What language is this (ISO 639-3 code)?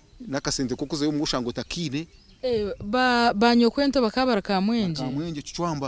nyn